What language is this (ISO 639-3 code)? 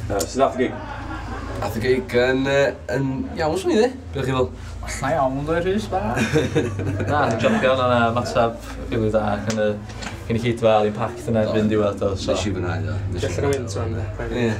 cym